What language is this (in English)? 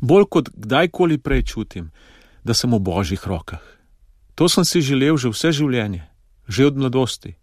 Slovenian